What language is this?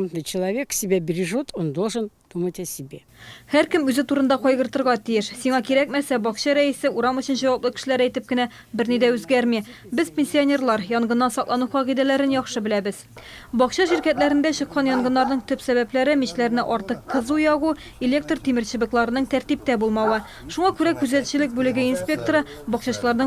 Tatar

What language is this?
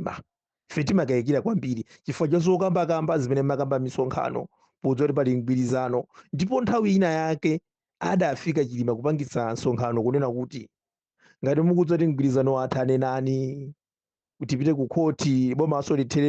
Nyanja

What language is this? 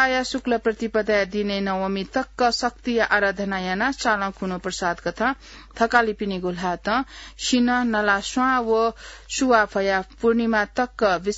Newari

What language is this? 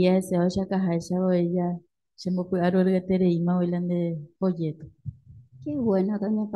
Guarani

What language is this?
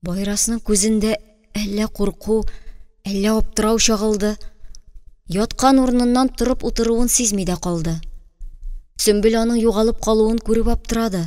Tatar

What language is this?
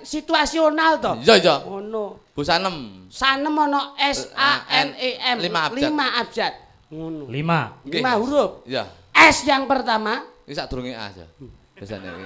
Javanese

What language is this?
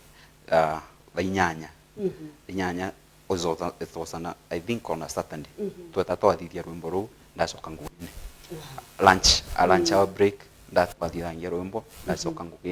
Meru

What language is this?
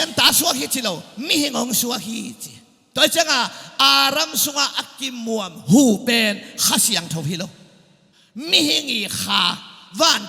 Tedim Chin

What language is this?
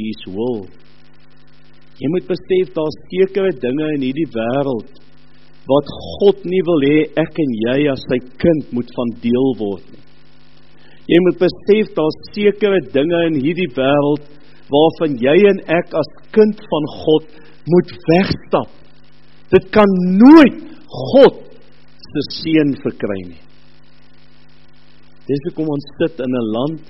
Afrikaans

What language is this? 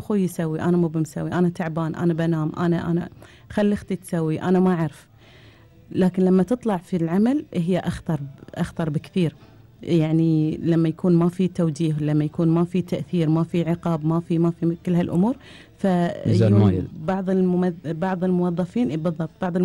Gulf Arabic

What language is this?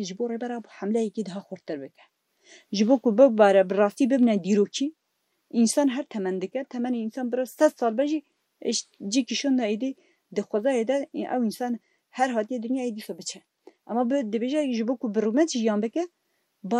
Kurdish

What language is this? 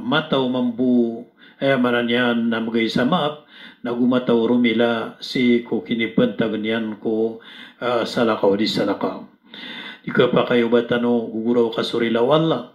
Maranao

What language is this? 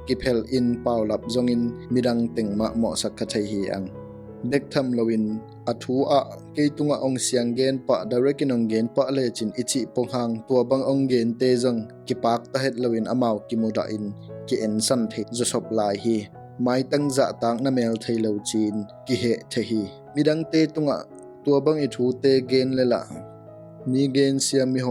Tedim Chin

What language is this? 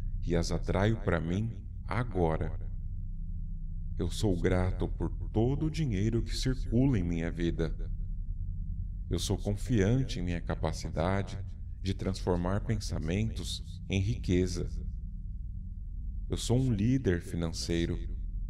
Portuguese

